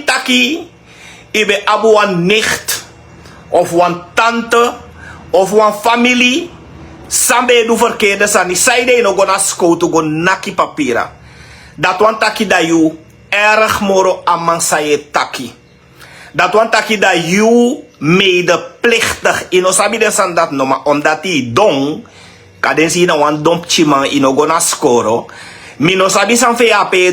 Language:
Sranan Tongo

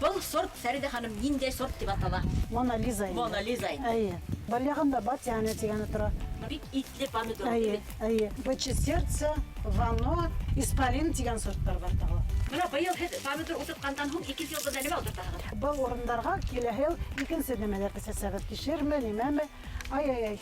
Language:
Bashkir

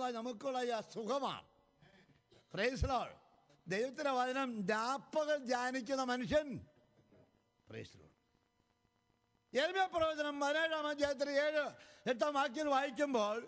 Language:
Malayalam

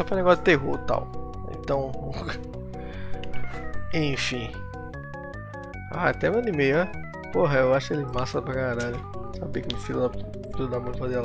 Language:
Portuguese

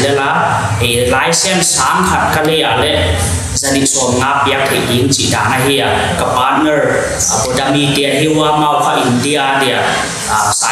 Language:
Paite Chin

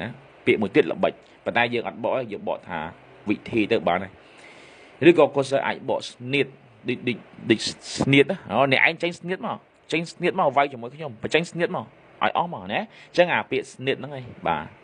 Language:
Khmer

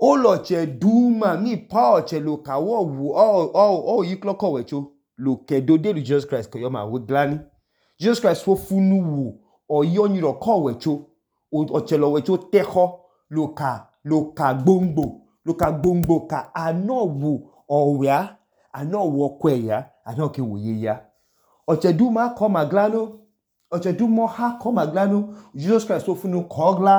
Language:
Idoma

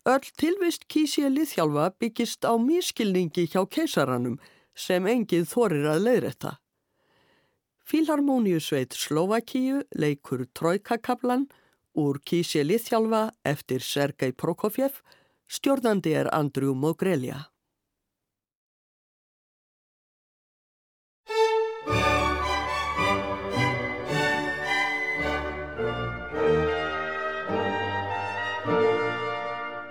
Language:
Icelandic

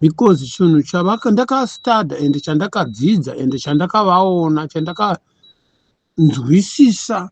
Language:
Shona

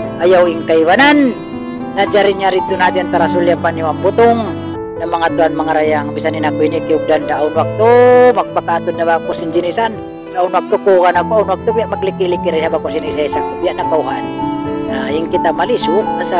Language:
Tausug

